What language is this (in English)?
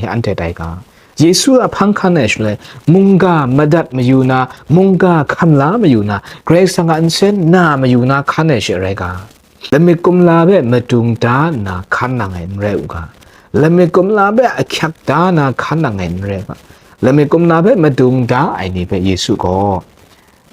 Kachin